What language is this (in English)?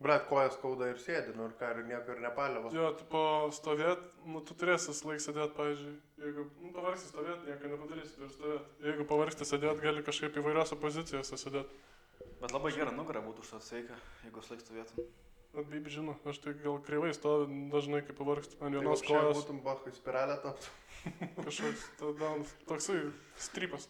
Lithuanian